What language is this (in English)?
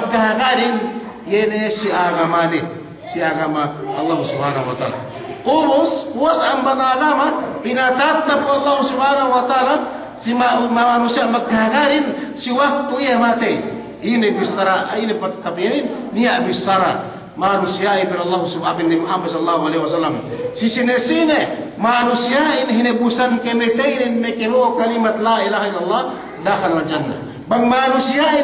Yakan